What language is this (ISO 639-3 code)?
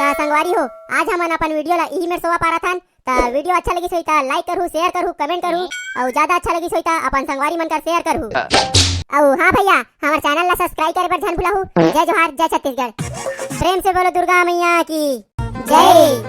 hne